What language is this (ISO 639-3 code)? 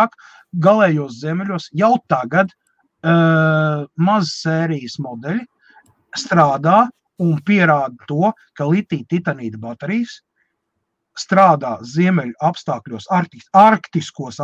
lav